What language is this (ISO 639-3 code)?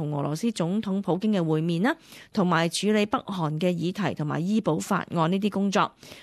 yue